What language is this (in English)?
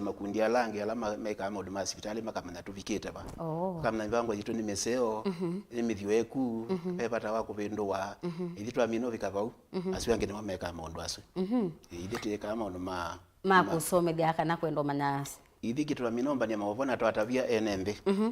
Kamba